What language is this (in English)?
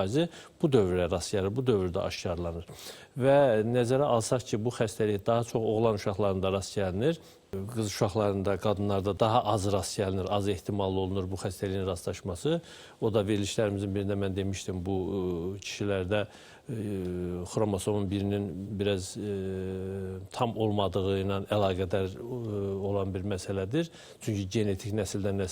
Azerbaijani